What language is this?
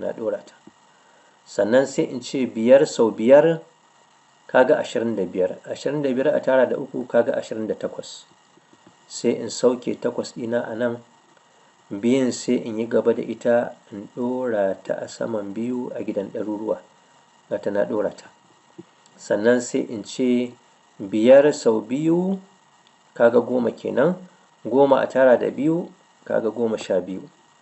Hausa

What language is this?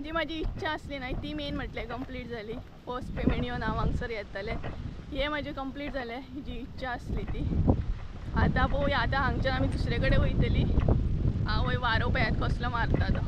Konkani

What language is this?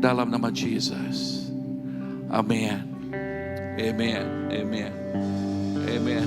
Iban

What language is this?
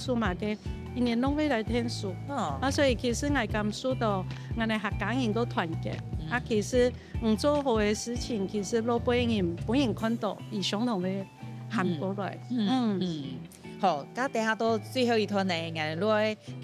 Hakka Chinese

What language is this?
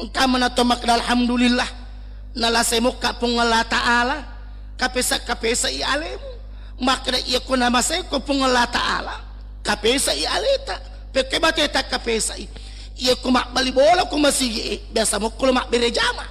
Buginese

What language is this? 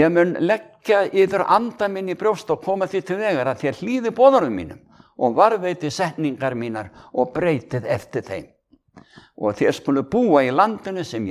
Icelandic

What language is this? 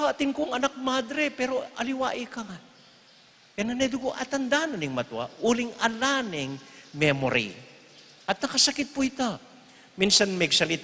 Pampanga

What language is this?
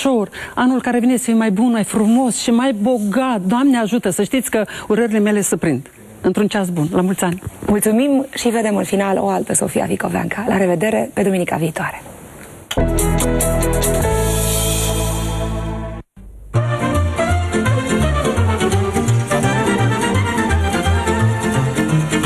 Romanian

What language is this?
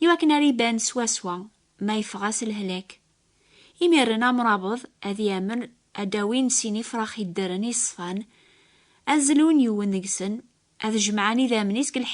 Kabyle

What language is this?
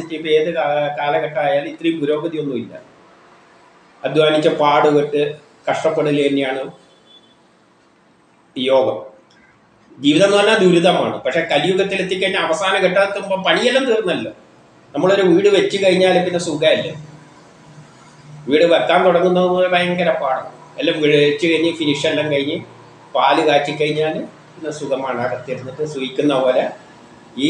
Malayalam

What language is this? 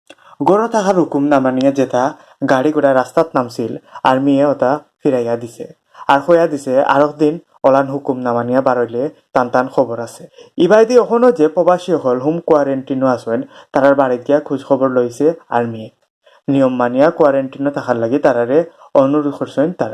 Sylheti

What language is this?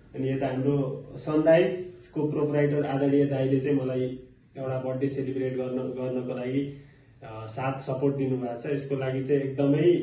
Nepali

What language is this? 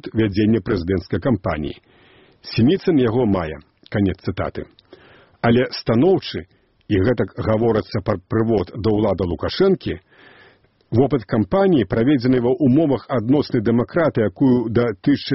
Belarusian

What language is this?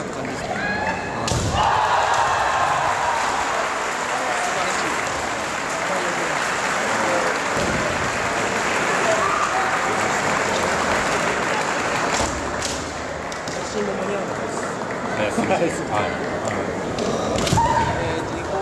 Japanese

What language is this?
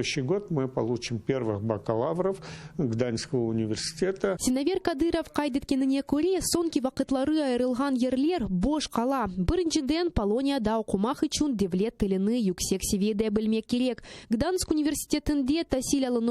Crimean Tatar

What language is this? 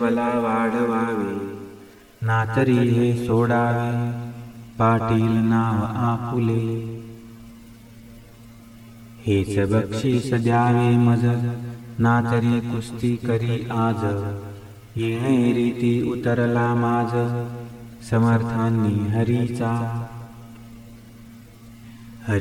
Marathi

